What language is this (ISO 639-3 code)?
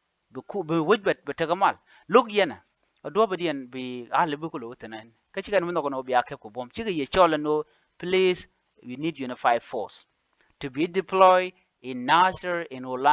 nus